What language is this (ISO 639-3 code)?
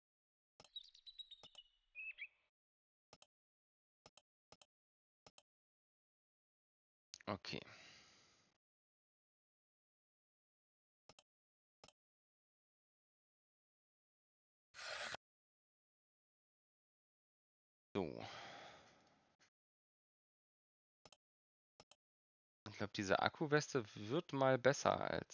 deu